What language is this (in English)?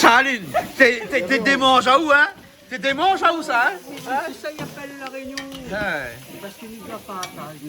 Réunion Creole French